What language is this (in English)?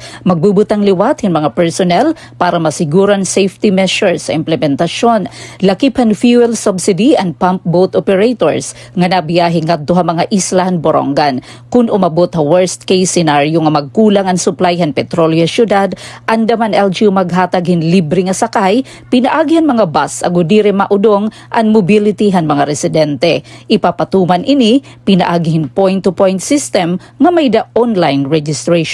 Waray